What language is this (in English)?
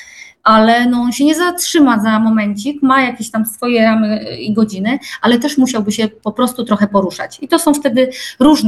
Polish